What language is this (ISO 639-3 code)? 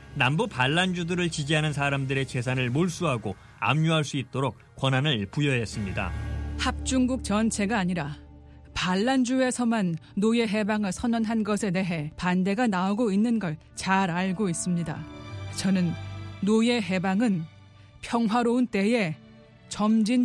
kor